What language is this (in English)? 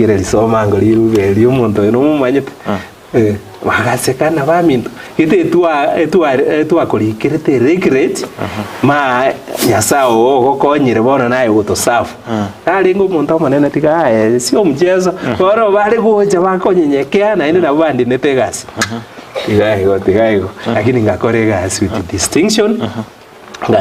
Gusii